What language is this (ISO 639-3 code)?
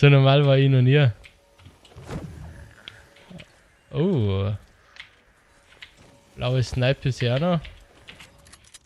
deu